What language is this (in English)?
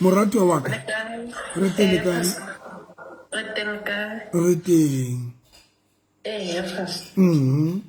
Southern Sotho